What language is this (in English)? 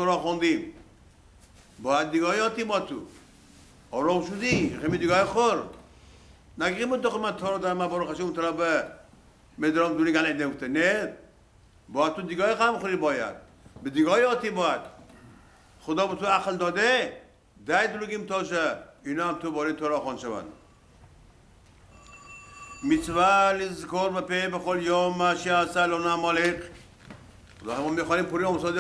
Persian